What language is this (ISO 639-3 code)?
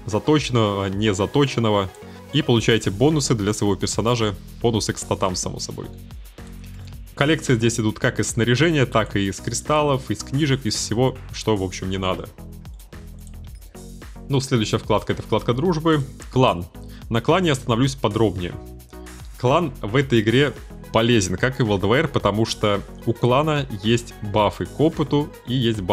rus